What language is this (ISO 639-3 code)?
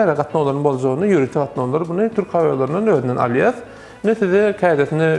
tuk